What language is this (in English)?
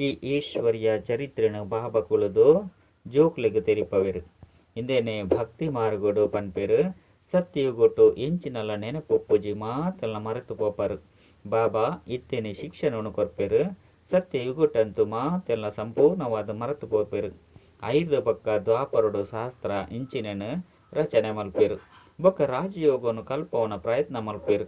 Tulu